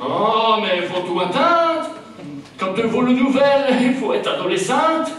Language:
Picard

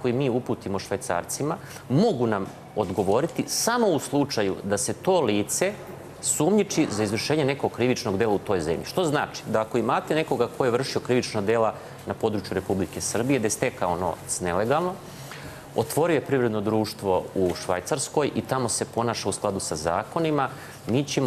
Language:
Serbian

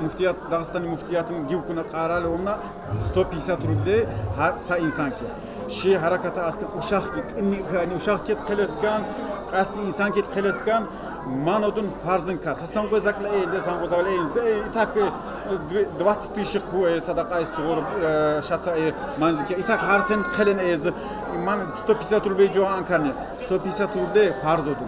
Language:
Tsakhur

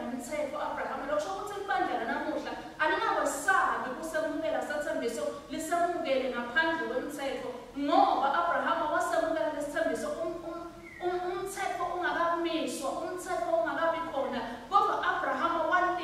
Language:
Swati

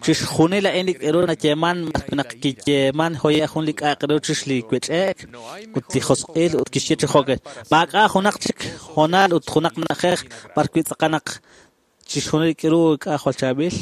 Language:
Kekchí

